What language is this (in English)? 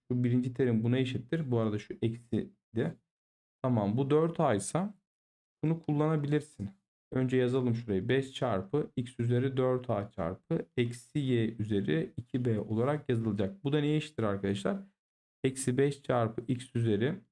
Turkish